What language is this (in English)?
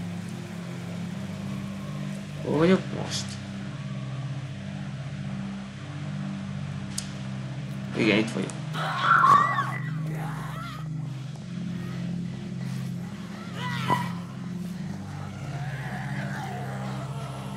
Hungarian